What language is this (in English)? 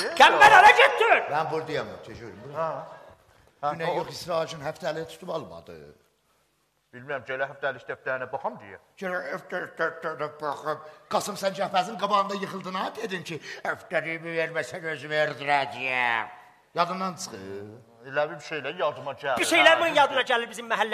South Azerbaijani